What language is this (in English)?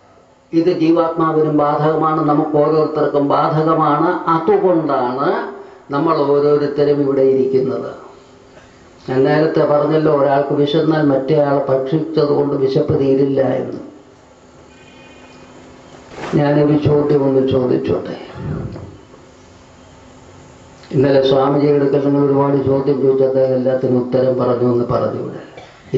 Malayalam